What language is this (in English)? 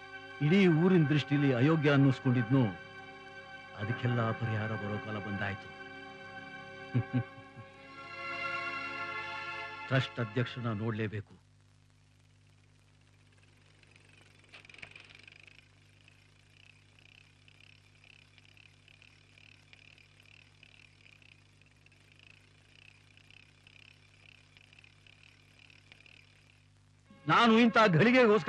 Kannada